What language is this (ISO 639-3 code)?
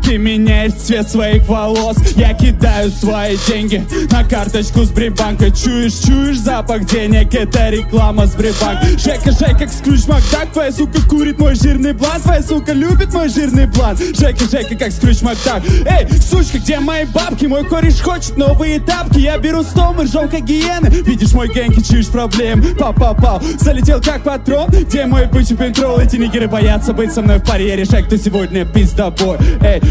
rus